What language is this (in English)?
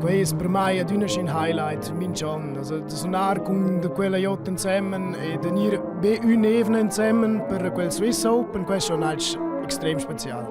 Romansh